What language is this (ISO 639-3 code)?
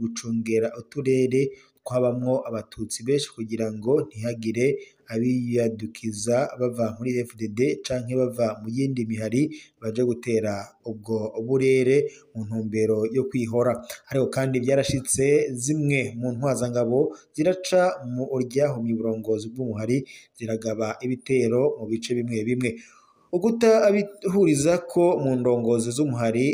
run